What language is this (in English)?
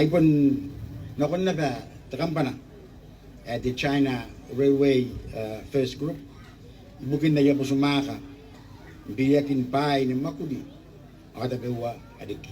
Gilbertese